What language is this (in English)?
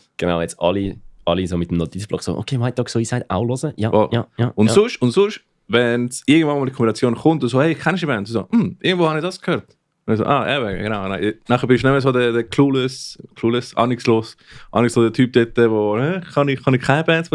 Swiss German